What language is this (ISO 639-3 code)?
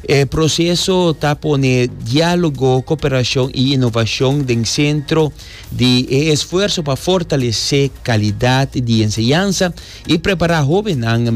pap